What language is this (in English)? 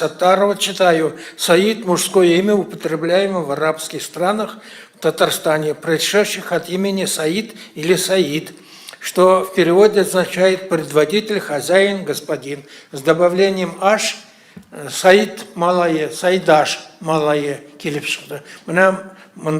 Tatar